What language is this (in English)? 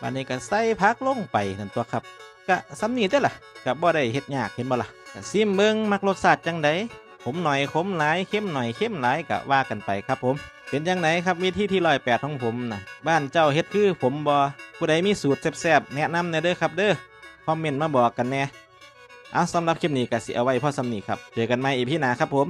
Northeastern Thai